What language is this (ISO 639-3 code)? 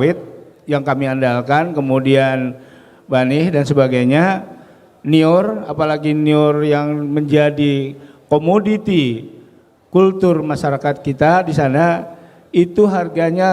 bjn